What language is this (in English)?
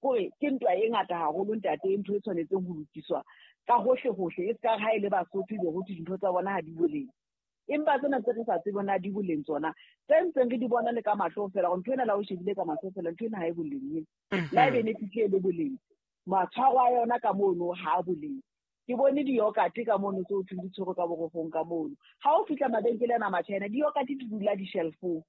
Southern Sotho